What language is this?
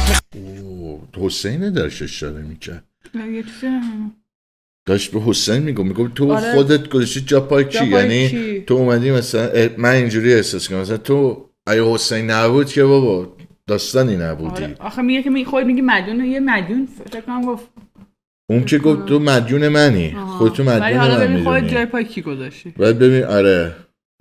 Persian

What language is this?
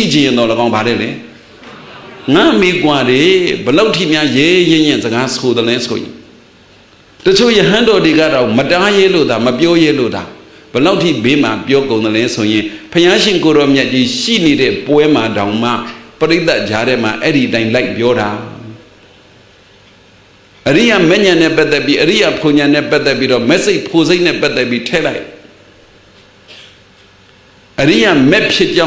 Burmese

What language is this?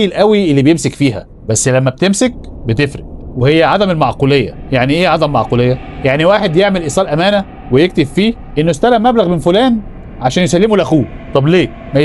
Egyptian Arabic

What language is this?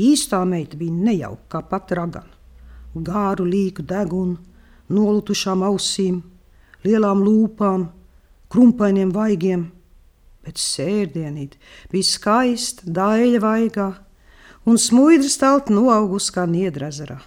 Latvian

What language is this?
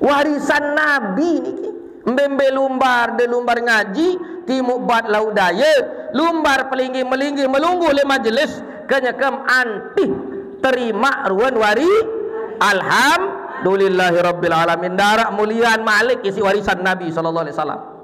Sasak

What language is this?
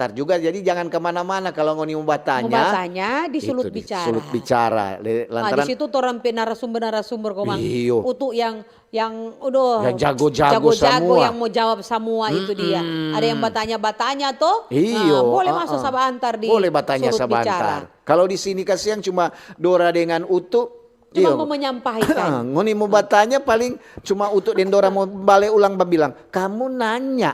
Manado Malay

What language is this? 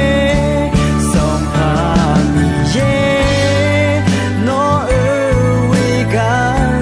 Akha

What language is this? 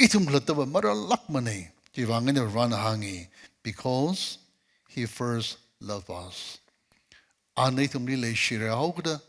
Tangkhul Naga (India)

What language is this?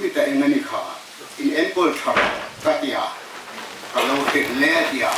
Hmar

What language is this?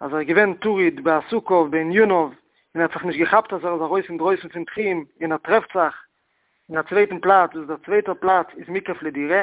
Yiddish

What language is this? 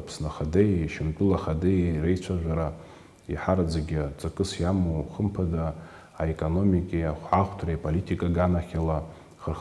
Abkhazian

